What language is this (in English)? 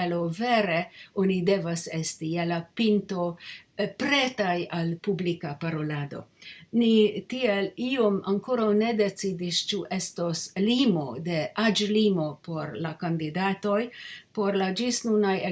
Esperanto